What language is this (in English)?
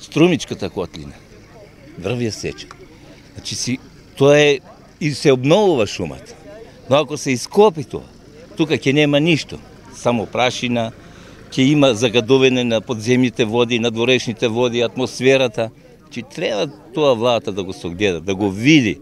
Macedonian